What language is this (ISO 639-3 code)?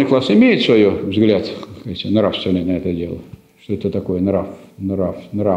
rus